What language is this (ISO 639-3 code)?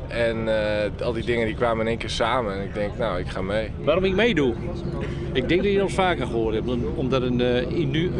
fry